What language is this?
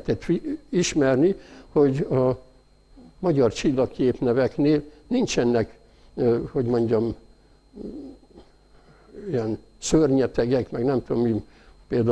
Hungarian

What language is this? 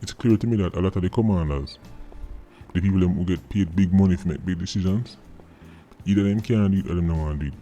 Jamaican Creole English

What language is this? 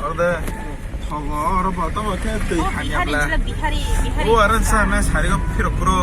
Kok Borok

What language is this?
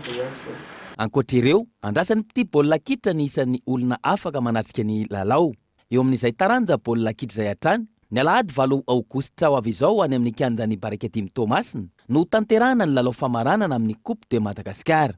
Malagasy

